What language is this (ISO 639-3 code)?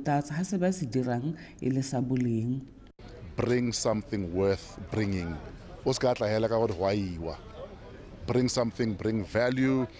tsn